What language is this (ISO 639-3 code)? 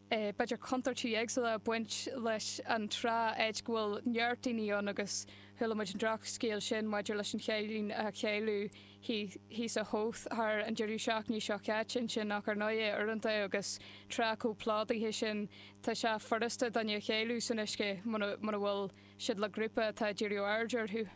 gle